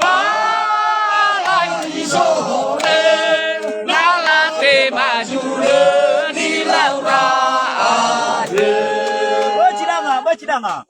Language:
Nias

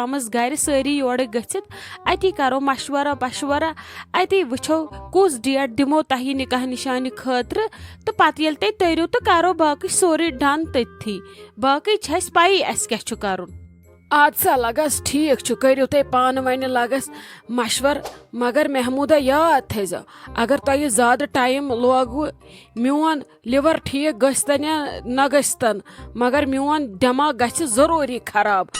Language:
Kashmiri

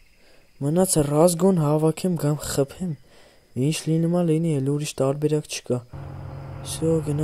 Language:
Armenian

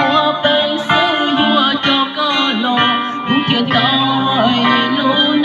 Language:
Hmong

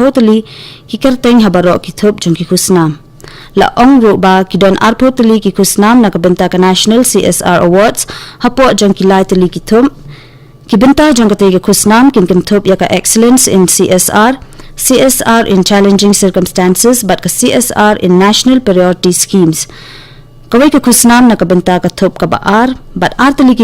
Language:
Khasi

